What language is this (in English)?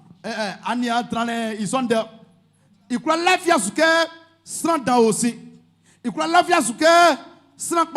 Baoulé